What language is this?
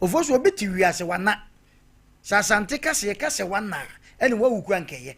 Akan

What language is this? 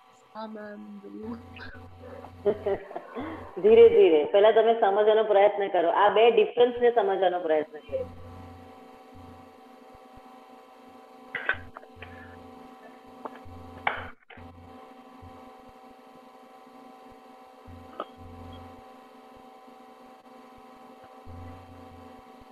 Gujarati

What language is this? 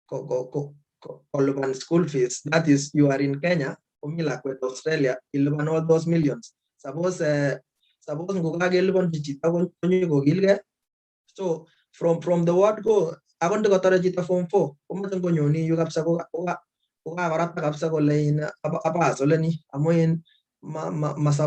Kalenjin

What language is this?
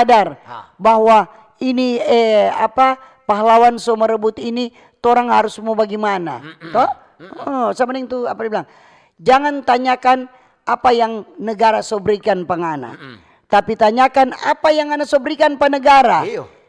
Manado Malay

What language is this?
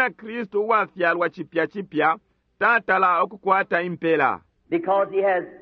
Bemba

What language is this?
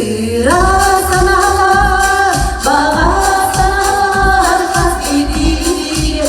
Yakut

